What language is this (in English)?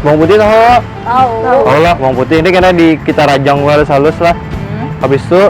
Banjar